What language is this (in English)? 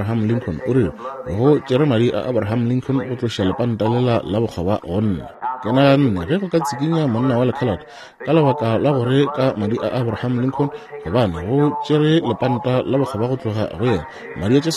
Northern Sotho